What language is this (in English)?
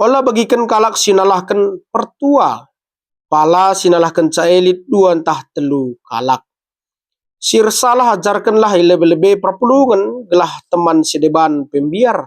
Batak Karo